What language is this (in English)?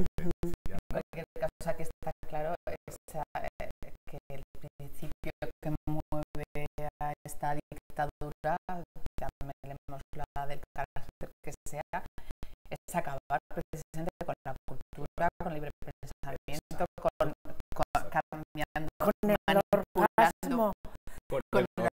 Spanish